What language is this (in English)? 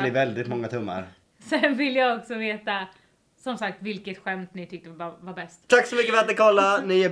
Swedish